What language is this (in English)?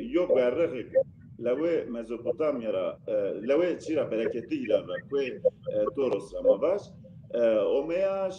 Zaza